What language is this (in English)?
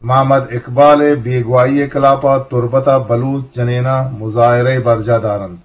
Eastern Balochi